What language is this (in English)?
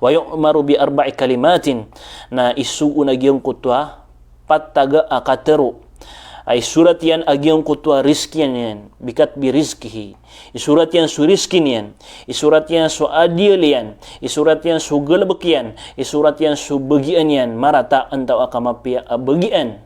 Maranao